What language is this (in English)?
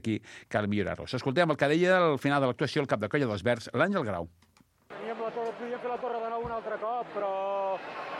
Catalan